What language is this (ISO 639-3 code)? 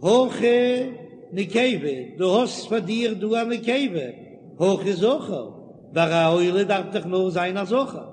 yid